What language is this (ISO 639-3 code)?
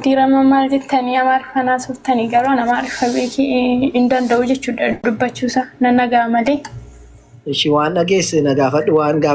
orm